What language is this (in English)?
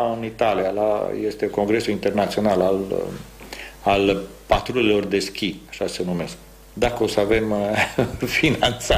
Romanian